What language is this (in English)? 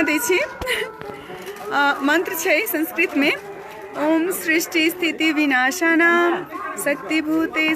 Maithili